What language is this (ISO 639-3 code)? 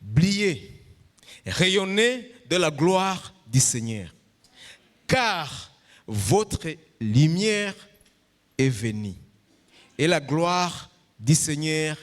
run